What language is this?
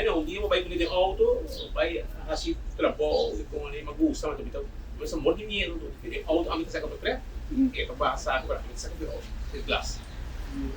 Papiamento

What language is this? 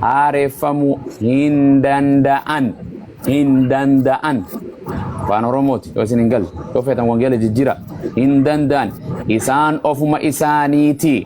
Oromo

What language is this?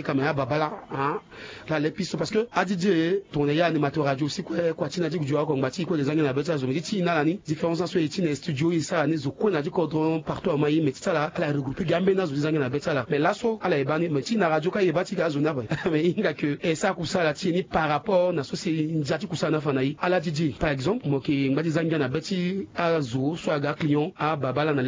Sango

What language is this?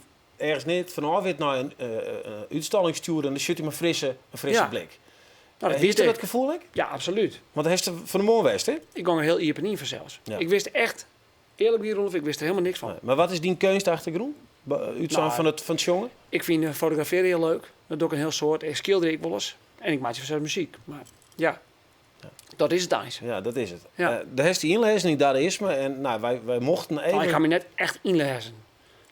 Western Frisian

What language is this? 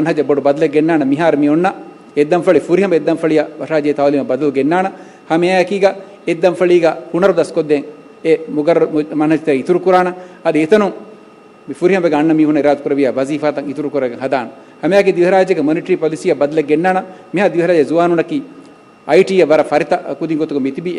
Divehi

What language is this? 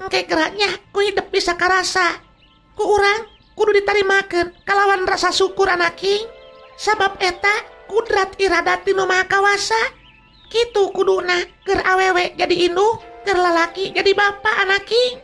Sundanese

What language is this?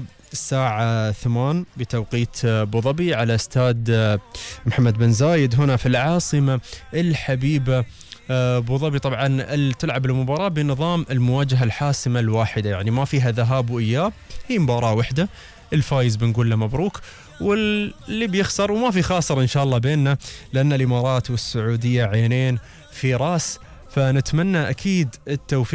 Gulf Arabic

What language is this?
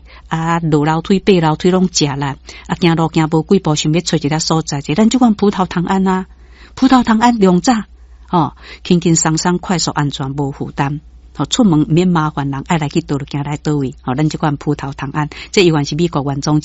Min Nan Chinese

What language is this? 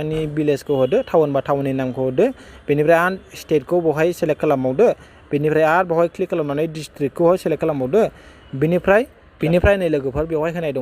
Bodo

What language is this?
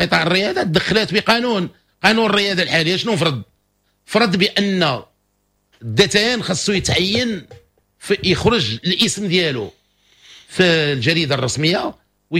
Moroccan Arabic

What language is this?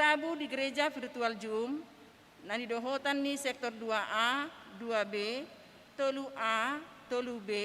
Batak Toba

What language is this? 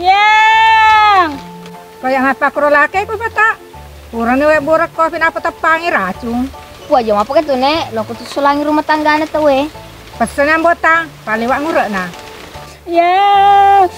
Buginese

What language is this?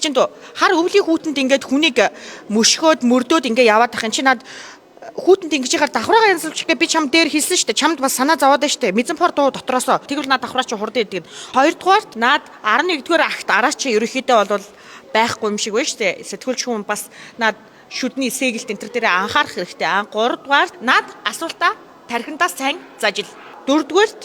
Mongolian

